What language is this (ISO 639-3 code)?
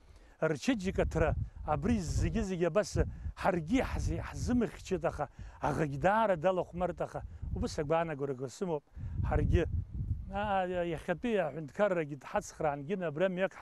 abk